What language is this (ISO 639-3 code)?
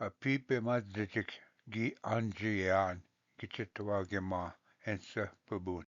oji